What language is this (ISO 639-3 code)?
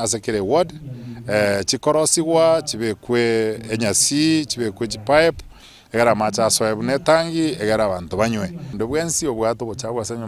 guz